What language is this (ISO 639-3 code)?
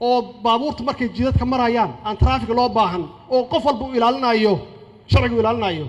som